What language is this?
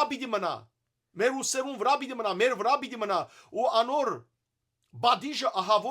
Western Armenian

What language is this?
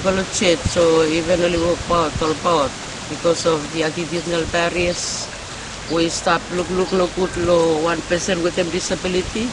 Bislama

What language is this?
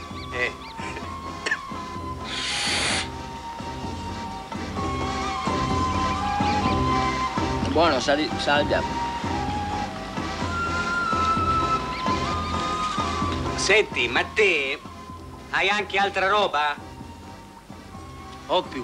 Italian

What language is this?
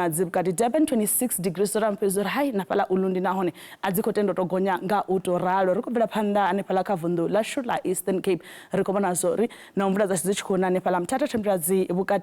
Venda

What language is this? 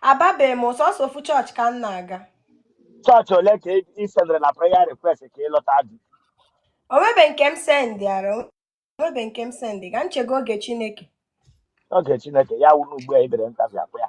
Igbo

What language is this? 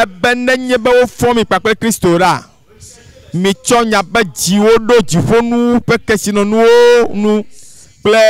Ewe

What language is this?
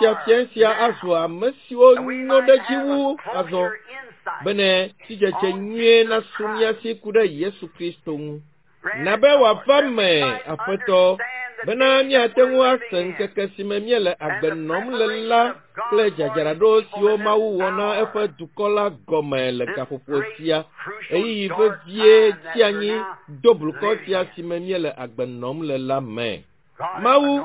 Ewe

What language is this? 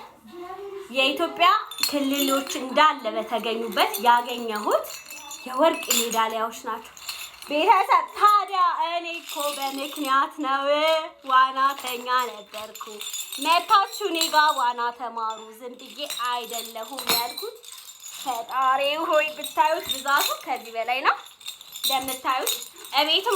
Amharic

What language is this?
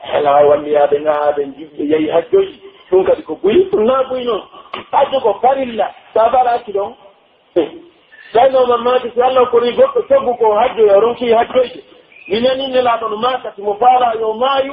Pular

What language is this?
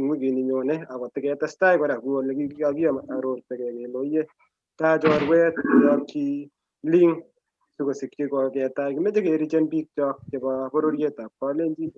Kalenjin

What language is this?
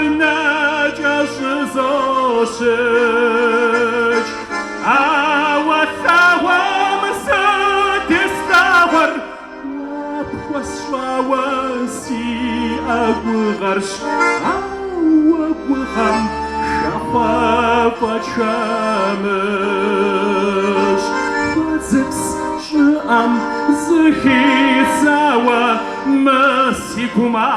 Kabardian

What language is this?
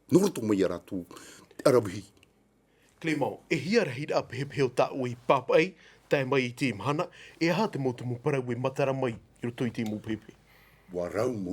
Tahitian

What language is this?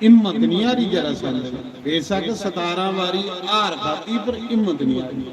Dogri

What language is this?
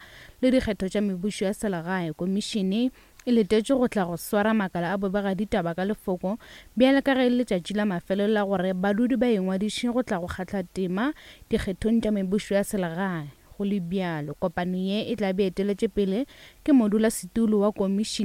Northern Sotho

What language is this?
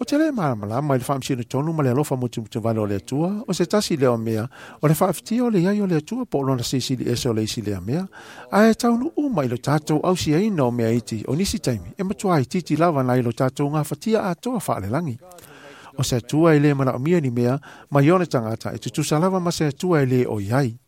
Samoan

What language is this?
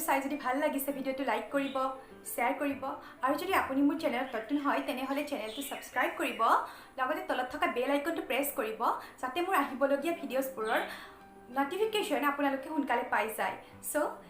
Assamese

